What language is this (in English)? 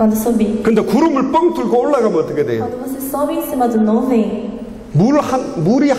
Korean